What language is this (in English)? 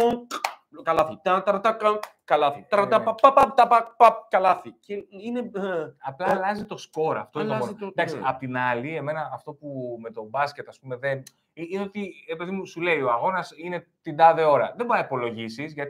Greek